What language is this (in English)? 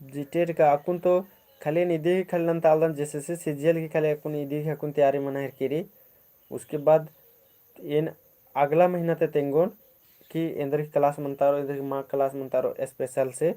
Kurukh